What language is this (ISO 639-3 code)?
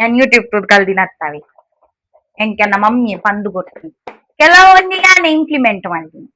tcy